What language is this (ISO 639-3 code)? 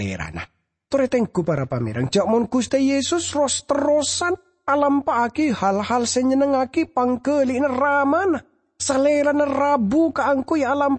mad